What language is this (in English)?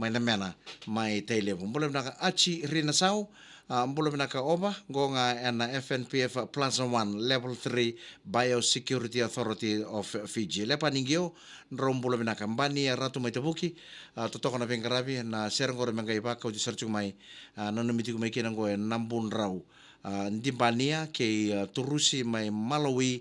Fijian